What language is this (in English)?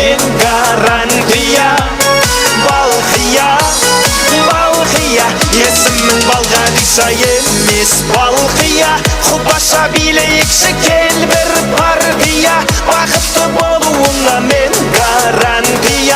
Kara-Kalpak